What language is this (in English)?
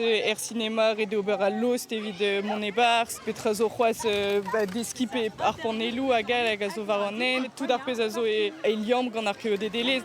Breton